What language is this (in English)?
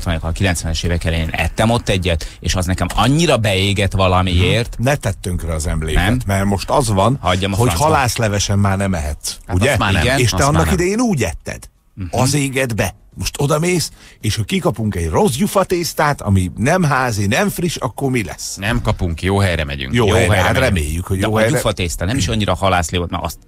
Hungarian